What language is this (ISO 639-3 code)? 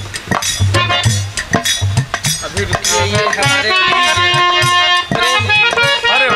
bho